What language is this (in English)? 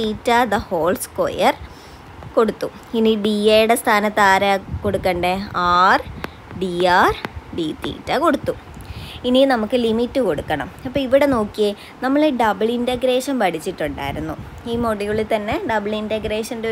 Malayalam